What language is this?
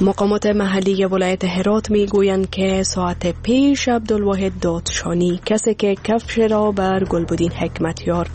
Persian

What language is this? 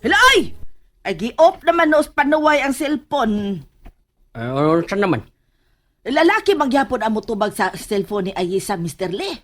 Cebuano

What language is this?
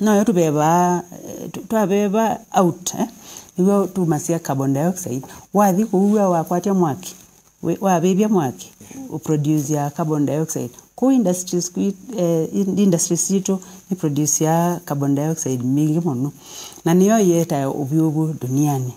Kamba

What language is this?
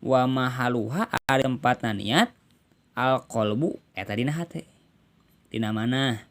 Sundanese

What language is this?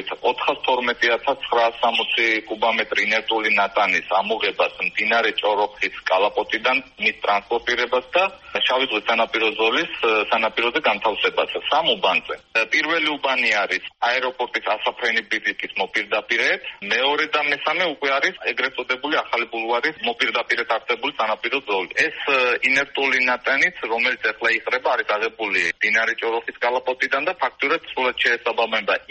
Georgian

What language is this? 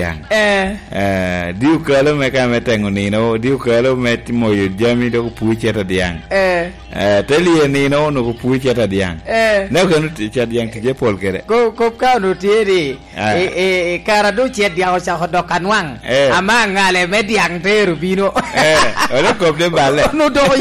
Lango (Uganda)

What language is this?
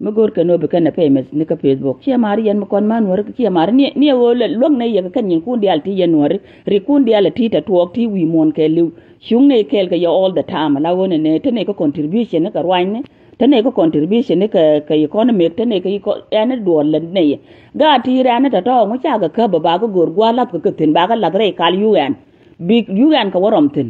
Nuer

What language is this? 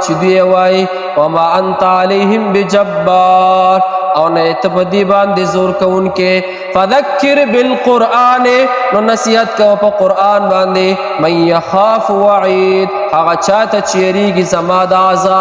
Pashto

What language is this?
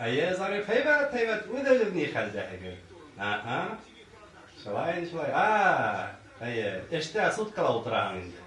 Bashkir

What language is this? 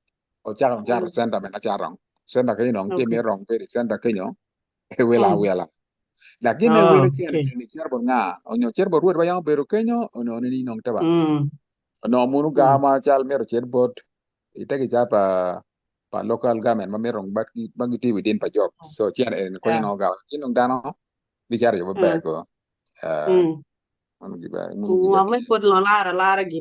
Acoli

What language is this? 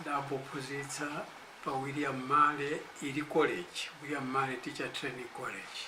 Nyanja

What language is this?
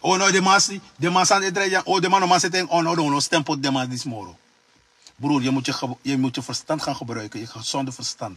Sranan Tongo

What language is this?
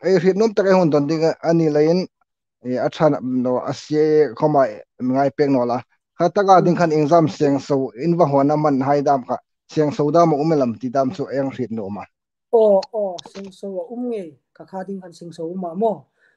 Hmar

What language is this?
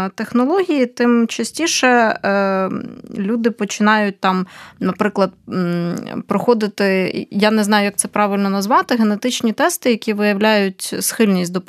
Ukrainian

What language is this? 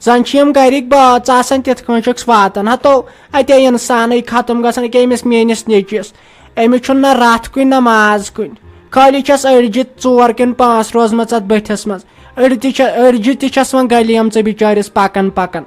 Kashmiri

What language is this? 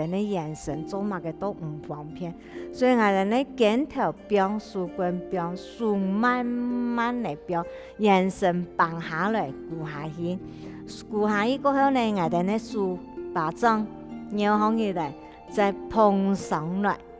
Hakka Chinese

